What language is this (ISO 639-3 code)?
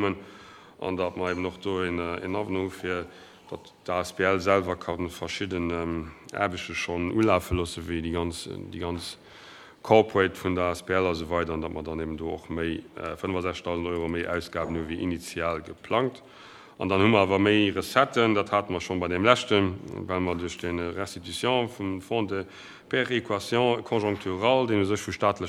ltz